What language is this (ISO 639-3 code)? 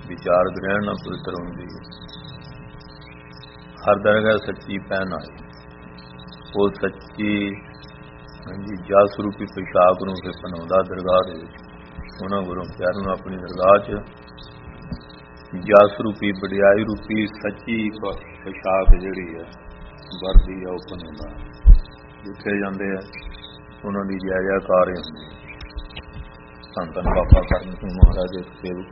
pan